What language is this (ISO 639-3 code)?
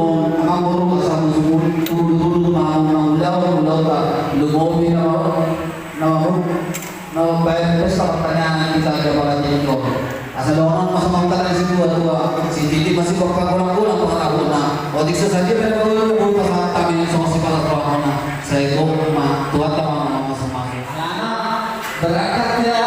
bbc